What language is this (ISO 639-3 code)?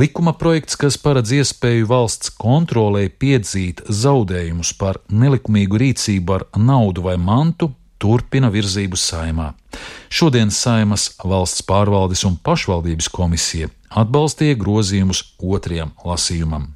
lav